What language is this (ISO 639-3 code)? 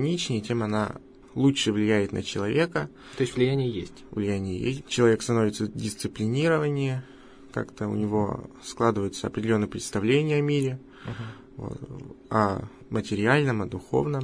rus